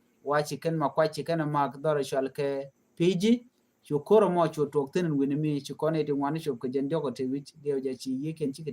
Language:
Nuer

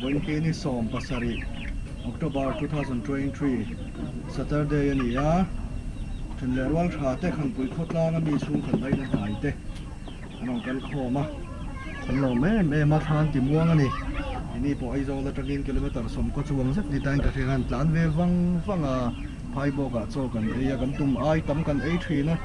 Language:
Mizo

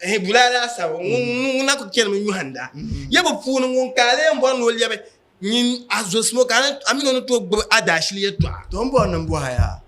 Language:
Dagbani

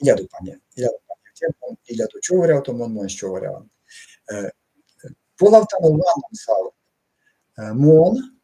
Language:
Erzya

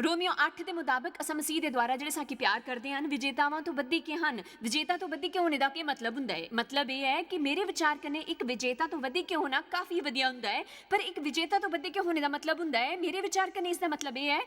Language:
Dogri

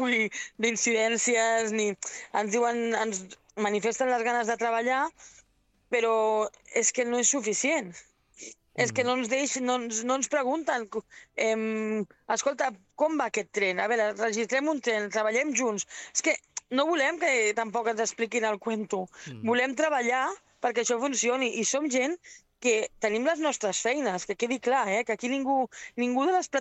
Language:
Catalan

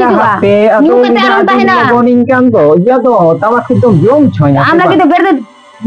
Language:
Santali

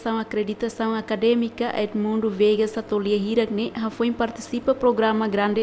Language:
Tetum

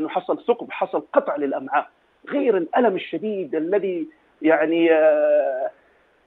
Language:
Najdi Arabic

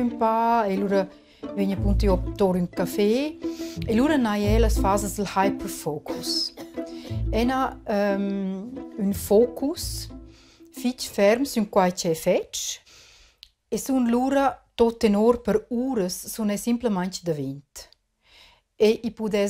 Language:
Romansh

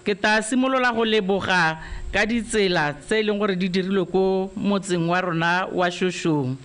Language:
Tswana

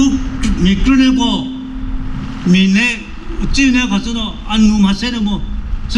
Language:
Chokri Naga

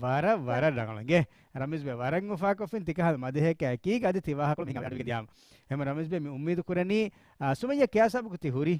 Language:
Divehi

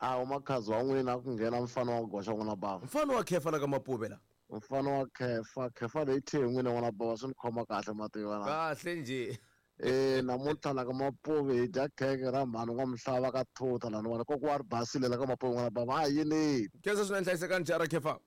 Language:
Tsonga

